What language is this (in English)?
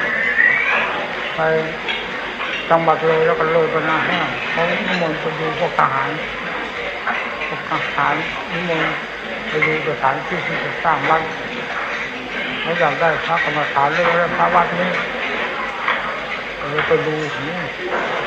Thai